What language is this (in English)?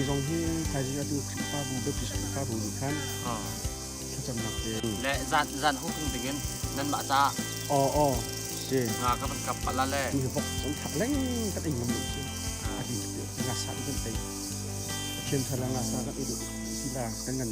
Hakha Chin